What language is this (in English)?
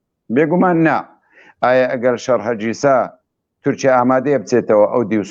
Central Kurdish